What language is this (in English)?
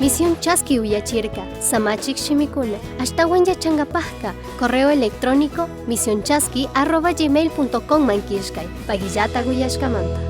Chimborazo Highland Quichua